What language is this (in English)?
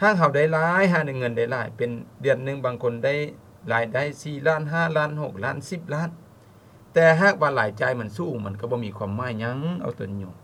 Lao